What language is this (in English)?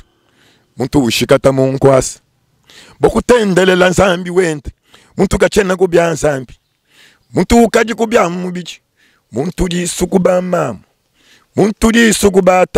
Luba-Lulua